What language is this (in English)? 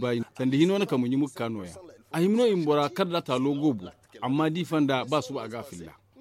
Zarma